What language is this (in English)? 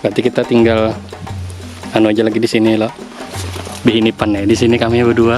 Banjar